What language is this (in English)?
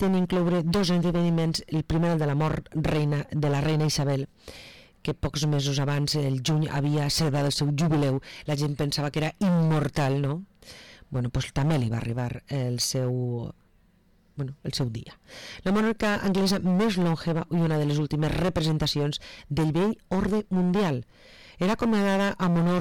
Catalan